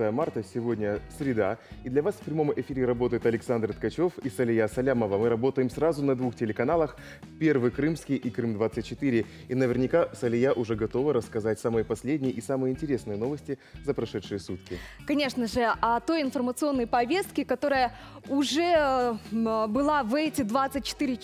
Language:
Russian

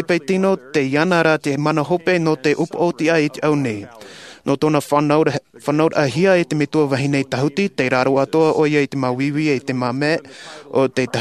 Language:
Tahitian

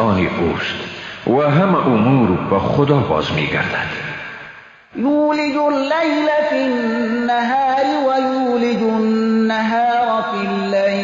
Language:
Persian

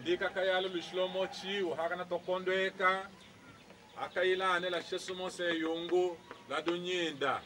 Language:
Tetela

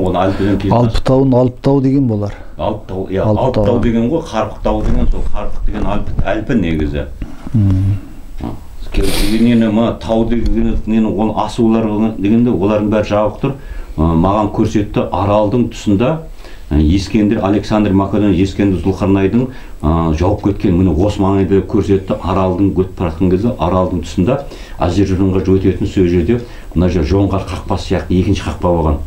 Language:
Kazakh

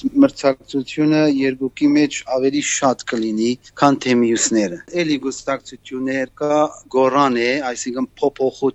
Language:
Armenian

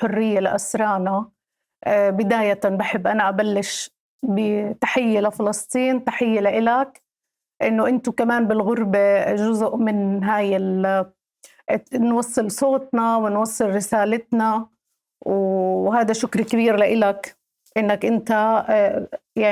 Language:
North Levantine Arabic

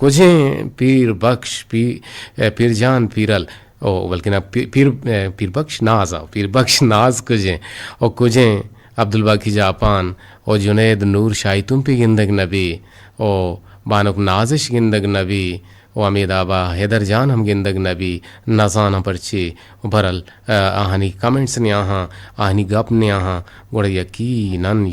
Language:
Eastern Balochi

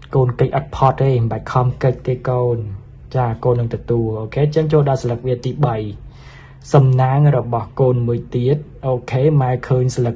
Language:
Khmer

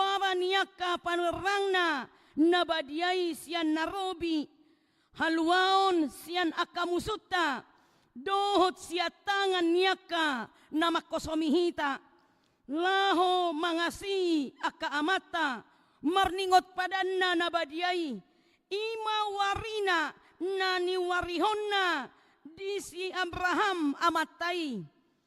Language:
Batak Toba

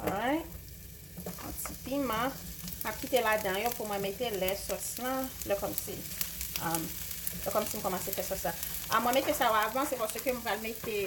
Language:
Haitian Creole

